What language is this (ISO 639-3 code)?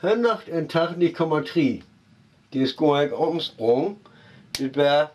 frr